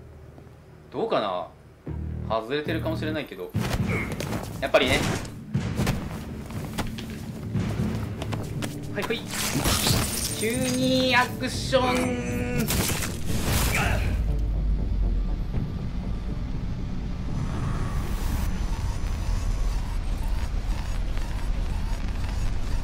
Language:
Japanese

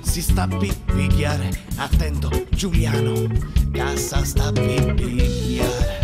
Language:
Sicilian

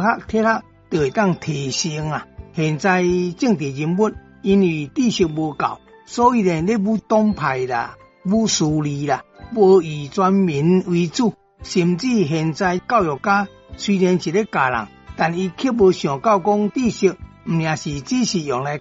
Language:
Min Nan Chinese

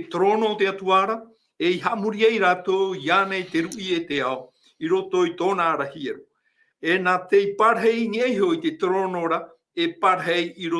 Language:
Tahitian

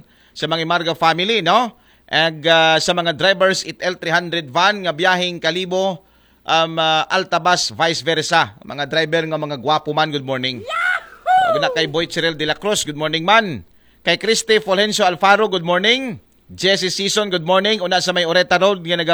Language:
Aklanon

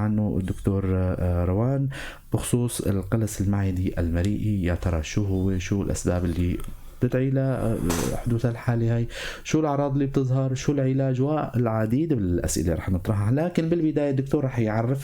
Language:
North Levantine Arabic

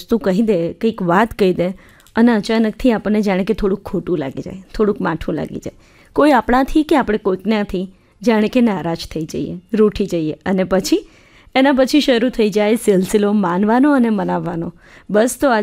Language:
Gujarati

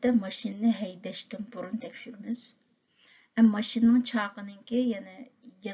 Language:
Uyghur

